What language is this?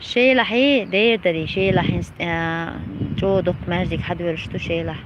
Chechen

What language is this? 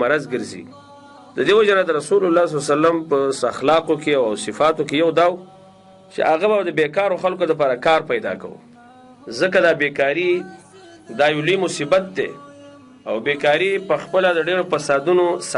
Pashto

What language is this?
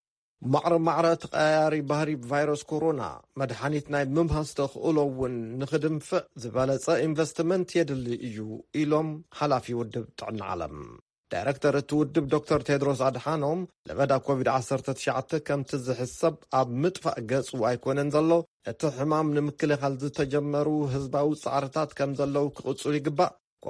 Tigrinya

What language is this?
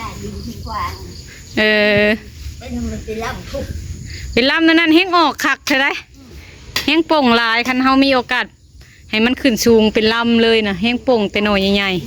Lao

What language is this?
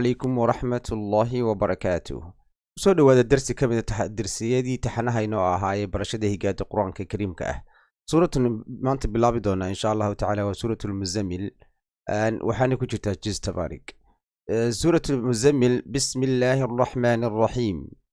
Somali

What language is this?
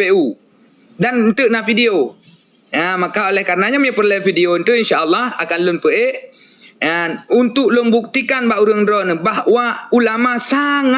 Achinese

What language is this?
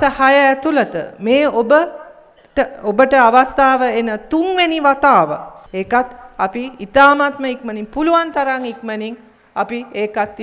Sinhala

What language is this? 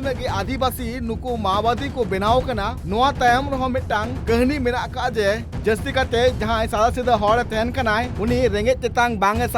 Santali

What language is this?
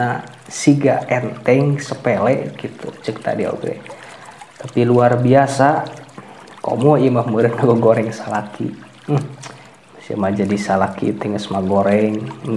Sundanese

